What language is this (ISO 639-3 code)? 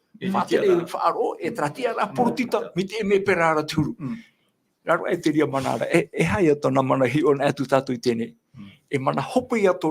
tah